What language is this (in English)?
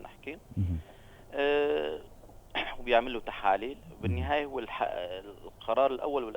North Levantine Arabic